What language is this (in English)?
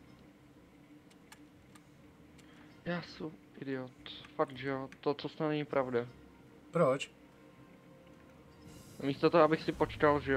Czech